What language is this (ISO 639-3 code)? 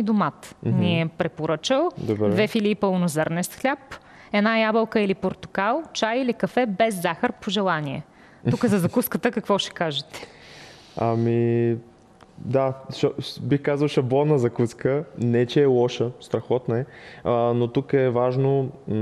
bul